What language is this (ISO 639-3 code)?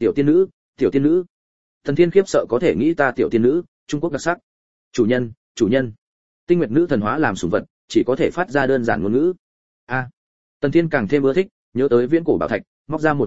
vie